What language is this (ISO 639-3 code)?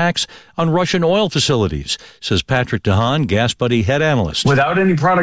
eng